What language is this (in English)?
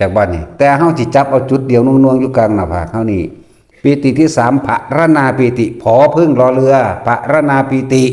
Lao